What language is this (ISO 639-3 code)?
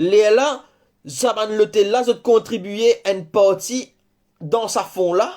mfe